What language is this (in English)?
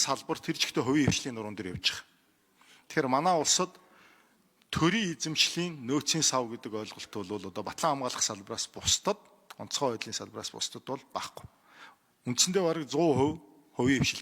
Mongolian